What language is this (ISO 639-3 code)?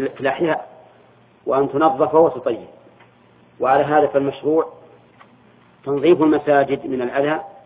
ara